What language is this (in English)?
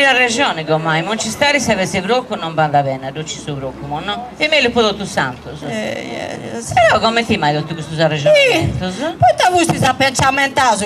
Sardinian